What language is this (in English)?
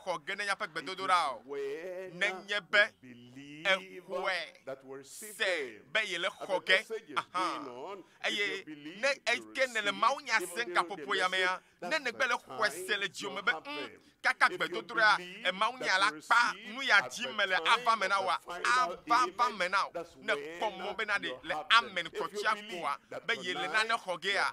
Ewe